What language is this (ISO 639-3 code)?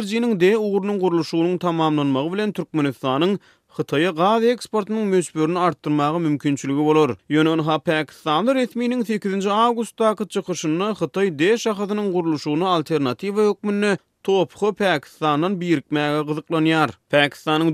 tuk